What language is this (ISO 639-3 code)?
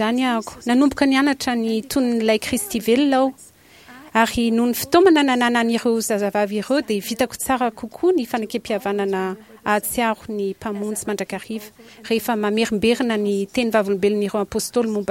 mlg